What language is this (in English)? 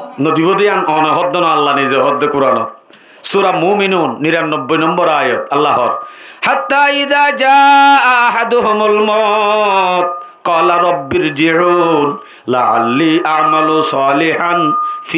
Rohingya